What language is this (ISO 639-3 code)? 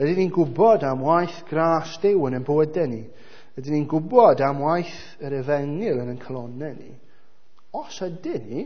cym